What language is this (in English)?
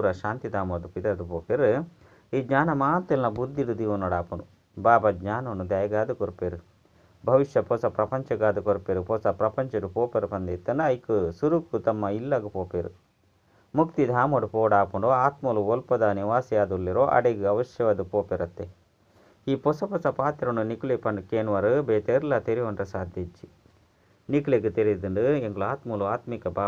Tulu